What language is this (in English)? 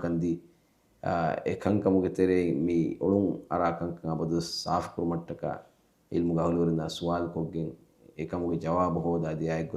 Divehi